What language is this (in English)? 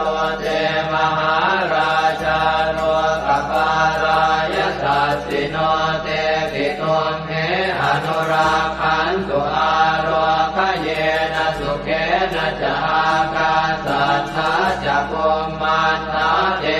Pali